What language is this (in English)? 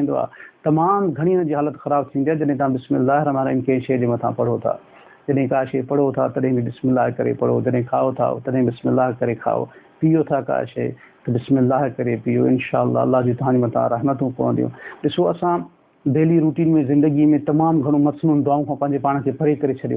Sindhi